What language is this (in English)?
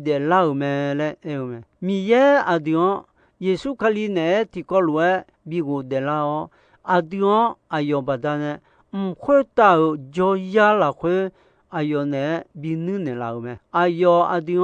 Akha